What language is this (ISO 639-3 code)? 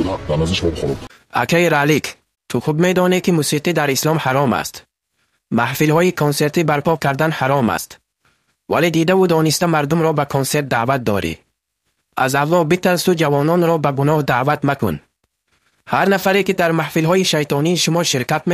tgk